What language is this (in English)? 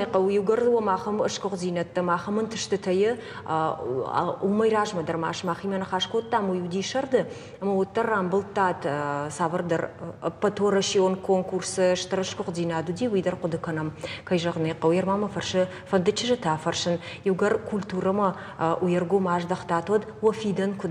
Ossetic